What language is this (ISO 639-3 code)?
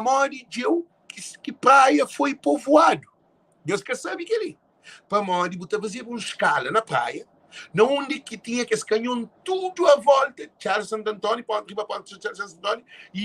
kea